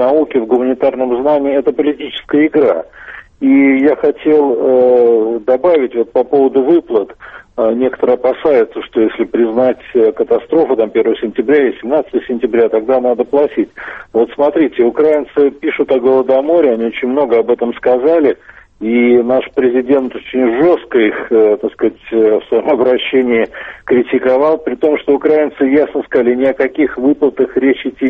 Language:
Russian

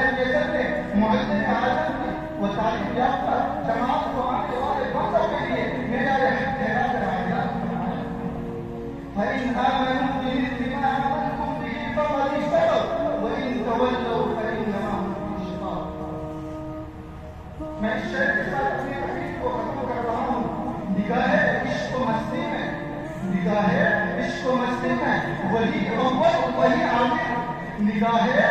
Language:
Urdu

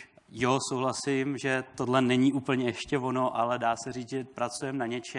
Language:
Czech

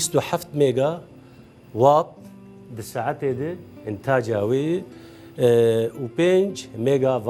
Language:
Kurdish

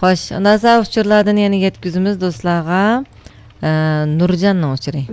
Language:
Uyghur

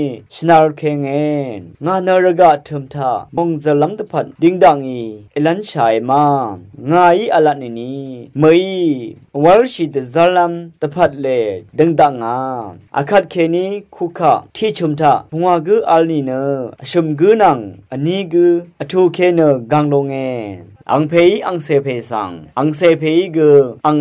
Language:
Rawang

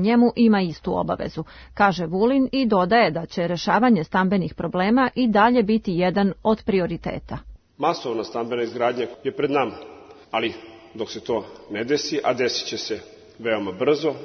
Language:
Serbian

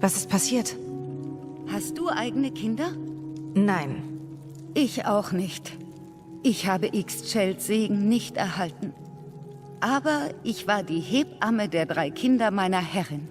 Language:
Swiss German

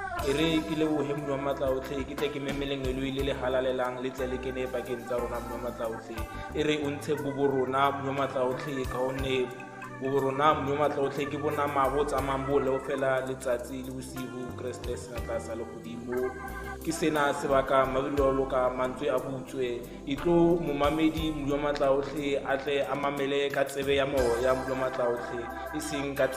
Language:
Tswana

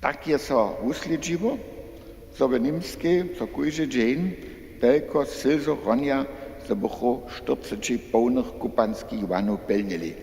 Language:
Upper Sorbian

